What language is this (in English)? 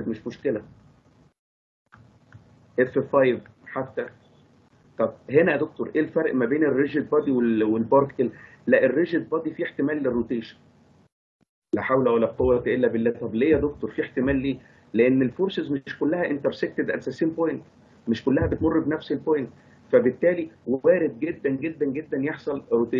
Egyptian Arabic